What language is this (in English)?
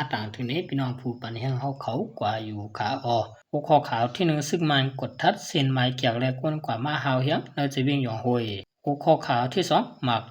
Shan